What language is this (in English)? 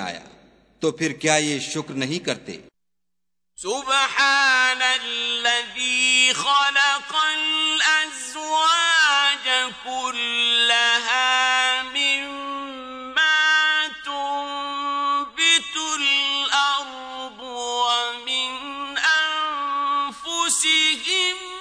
Urdu